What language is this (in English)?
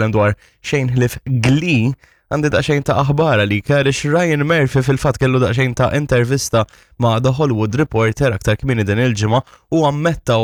Maltese